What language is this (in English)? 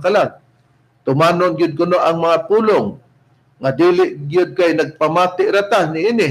Cebuano